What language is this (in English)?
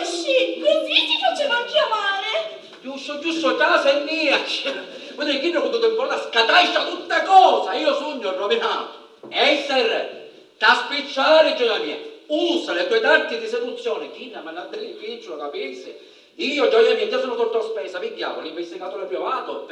Sicilian